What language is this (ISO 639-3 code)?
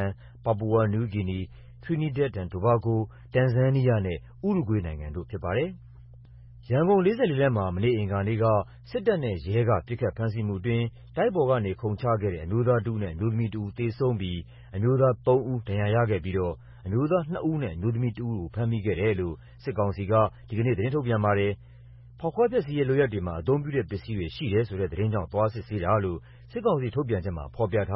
mya